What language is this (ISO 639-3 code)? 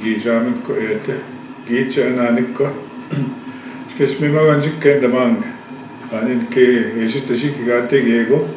ojb